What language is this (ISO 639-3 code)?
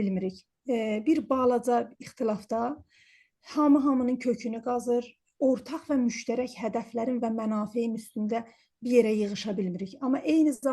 azb